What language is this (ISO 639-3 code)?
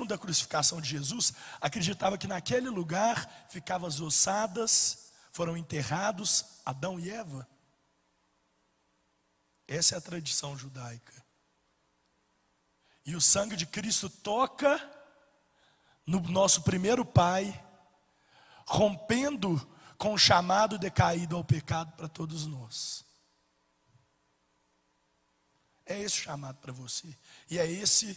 por